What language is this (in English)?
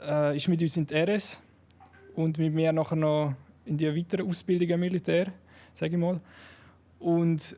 Swiss German